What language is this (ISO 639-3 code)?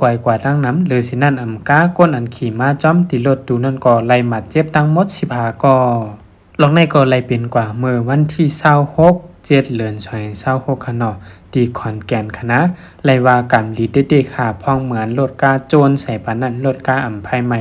shn